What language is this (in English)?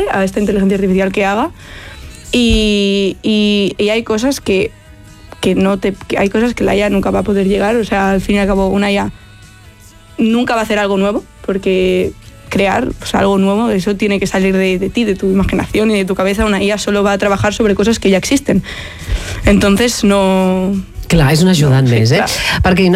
Catalan